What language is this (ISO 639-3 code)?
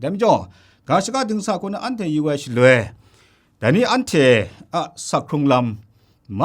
kac